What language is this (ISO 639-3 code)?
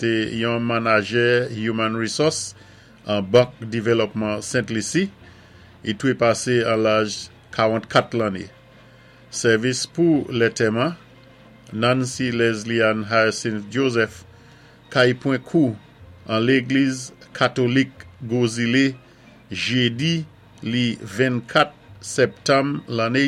acf